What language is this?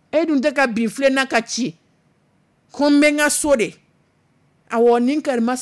Dyula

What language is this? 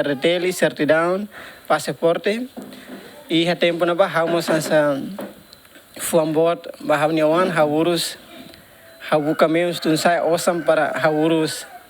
Tetum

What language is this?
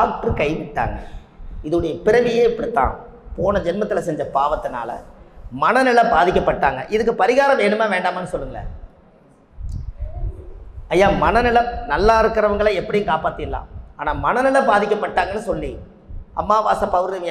Tamil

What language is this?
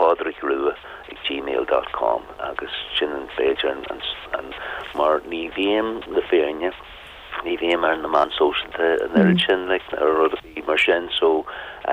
Irish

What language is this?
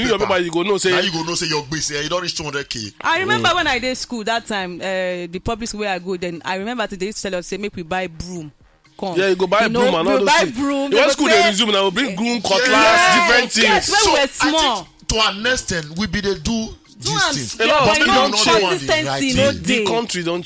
Nigerian Pidgin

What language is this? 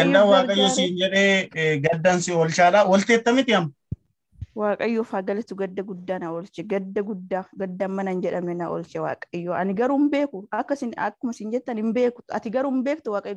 Oromo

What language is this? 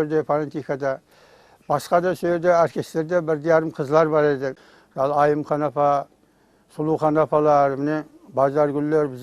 Kara-Kalpak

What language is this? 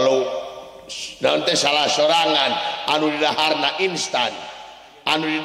Sundanese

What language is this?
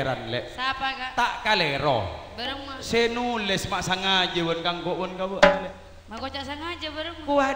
Madurese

